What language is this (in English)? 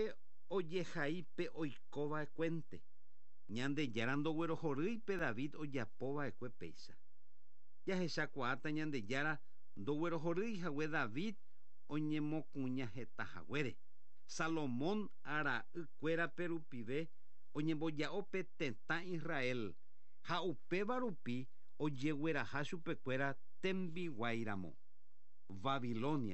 Guarani